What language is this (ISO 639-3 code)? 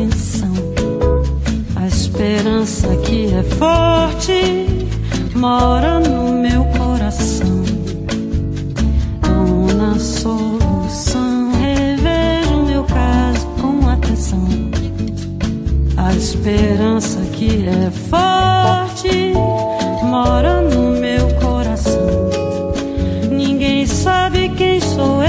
por